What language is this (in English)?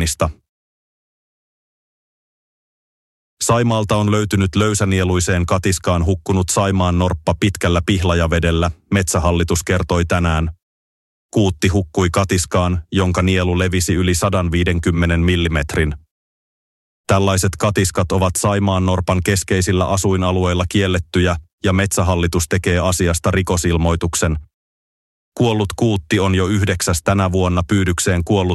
Finnish